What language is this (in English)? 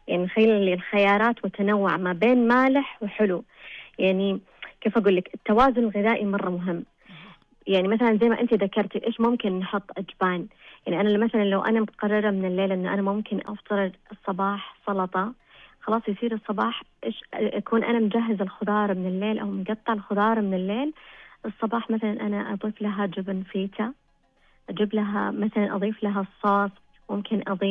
Najdi Arabic